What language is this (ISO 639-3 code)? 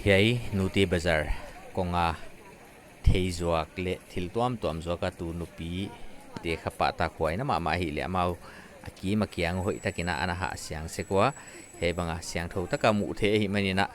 pck